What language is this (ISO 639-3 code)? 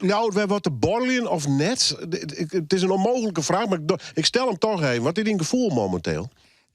fry